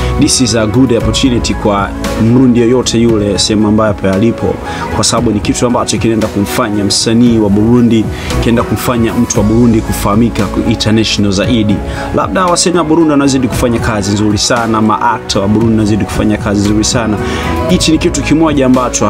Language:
Swahili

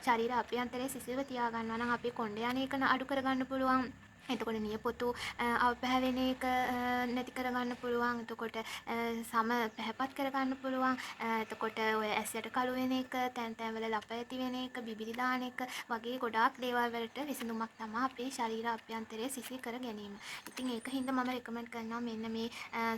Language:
Sinhala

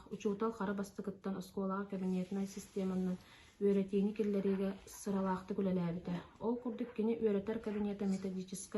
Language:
Yakut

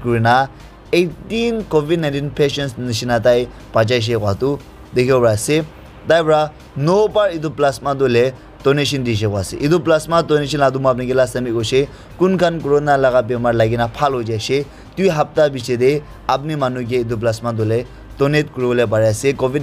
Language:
Naga Pidgin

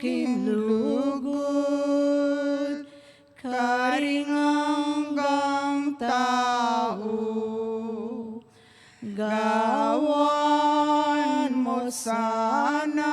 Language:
Pampanga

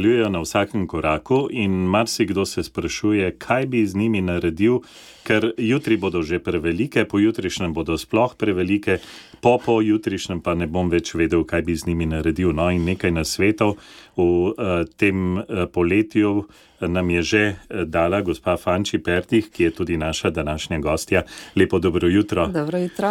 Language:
Slovenian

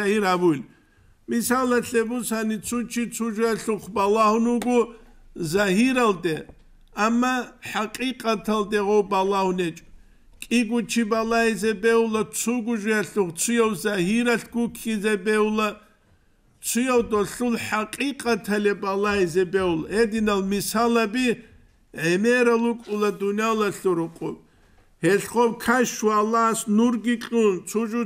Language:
Avaric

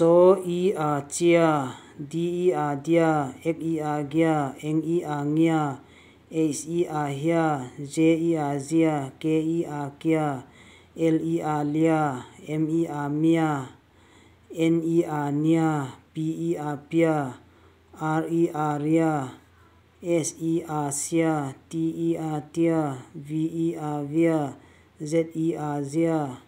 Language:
Vaiphei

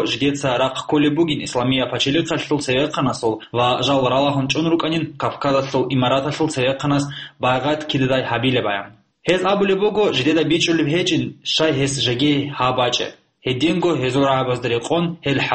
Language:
Avaric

